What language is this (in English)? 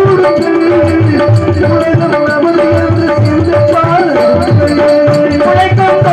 Tamil